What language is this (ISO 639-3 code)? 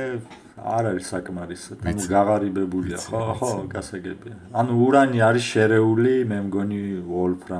kat